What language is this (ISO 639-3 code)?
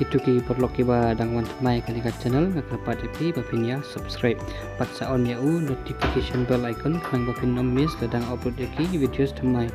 kha